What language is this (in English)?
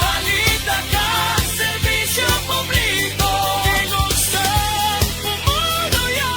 Hiligaynon